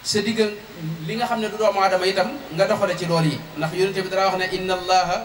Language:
Wolof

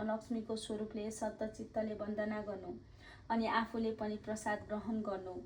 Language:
Nepali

